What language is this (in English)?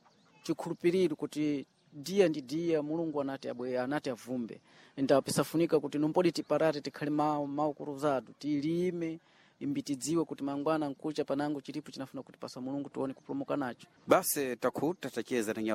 Sena